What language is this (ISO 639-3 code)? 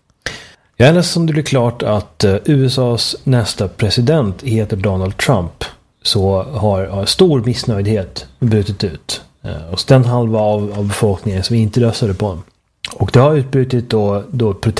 swe